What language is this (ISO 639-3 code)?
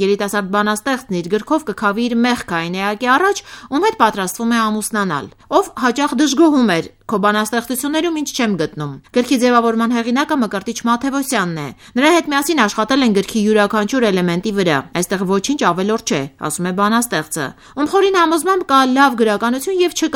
hye